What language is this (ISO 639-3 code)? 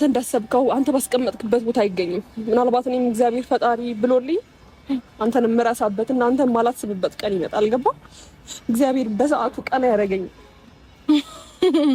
amh